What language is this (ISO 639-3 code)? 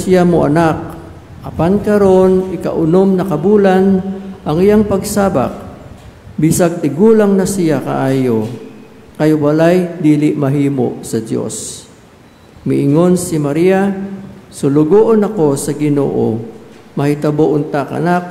ceb